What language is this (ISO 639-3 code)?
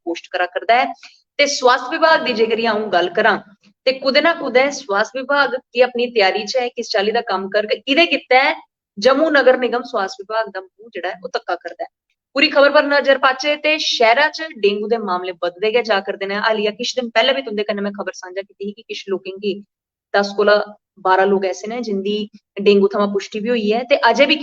doi